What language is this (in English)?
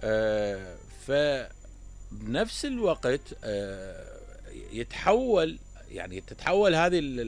Mesopotamian Arabic